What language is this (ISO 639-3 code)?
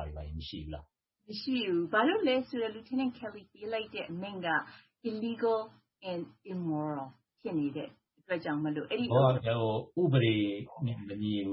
mya